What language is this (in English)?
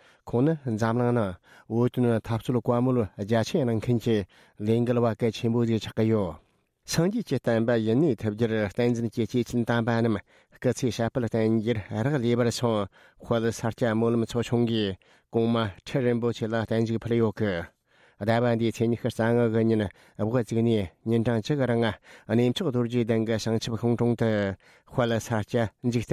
Tibetan